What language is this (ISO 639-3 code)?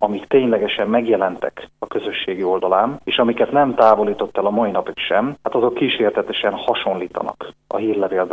hun